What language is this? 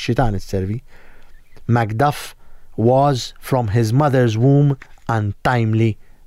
Maltese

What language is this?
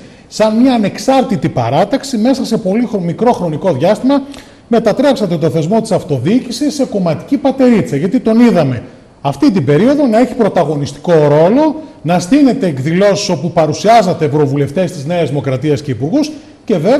Greek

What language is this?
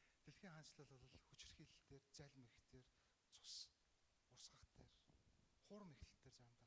Mongolian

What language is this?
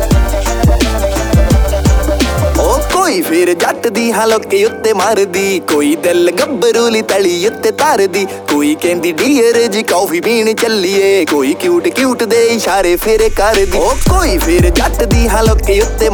Punjabi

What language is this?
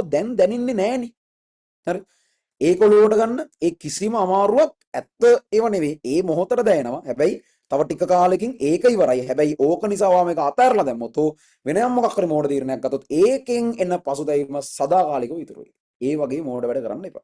Sinhala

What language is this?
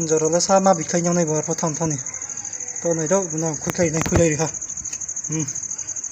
Riang (India)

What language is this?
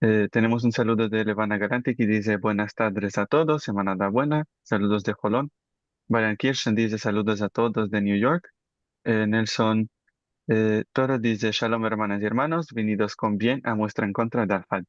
Ladino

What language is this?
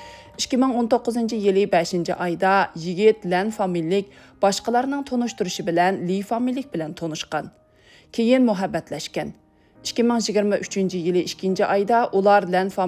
Uyghur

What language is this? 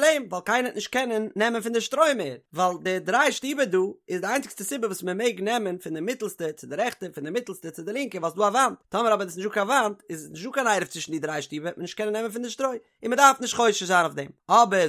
Yiddish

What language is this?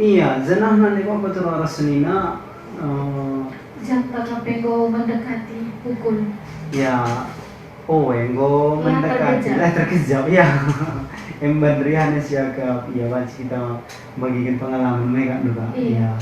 Batak Karo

